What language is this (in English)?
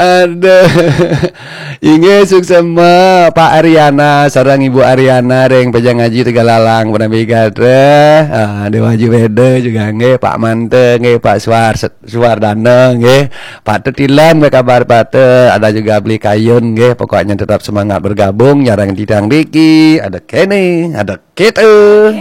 Balinese